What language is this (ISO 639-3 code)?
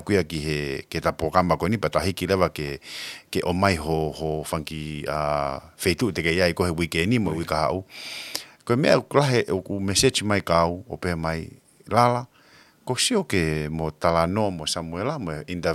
ton